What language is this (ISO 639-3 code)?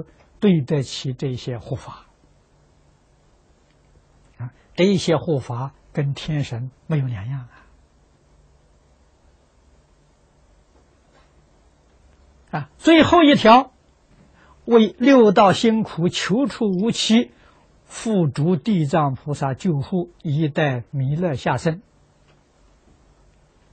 zho